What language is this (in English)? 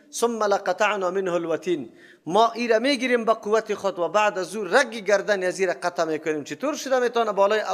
Persian